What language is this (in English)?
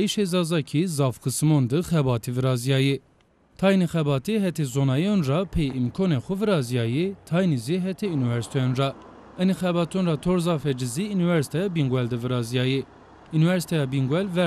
Zaza